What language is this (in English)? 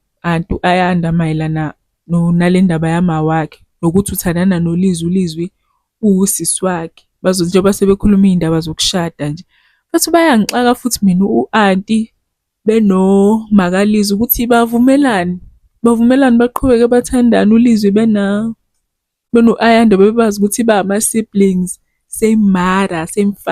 Zulu